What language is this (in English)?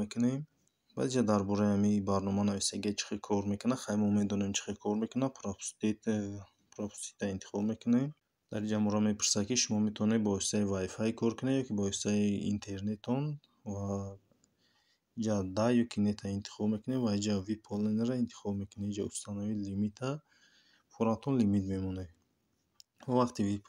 Tajik